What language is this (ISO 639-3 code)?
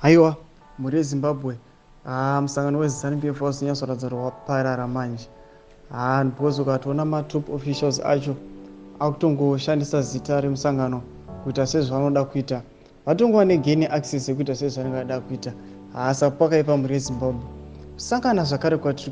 sna